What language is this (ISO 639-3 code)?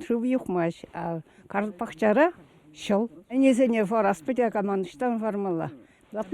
chv